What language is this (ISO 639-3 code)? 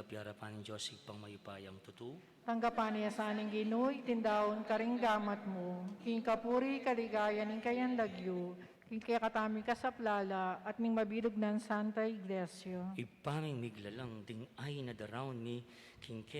pam